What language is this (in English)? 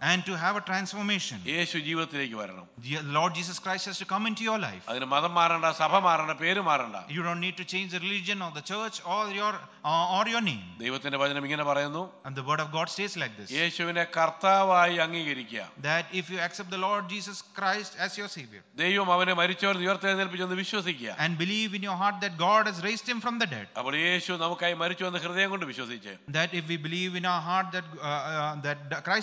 Malayalam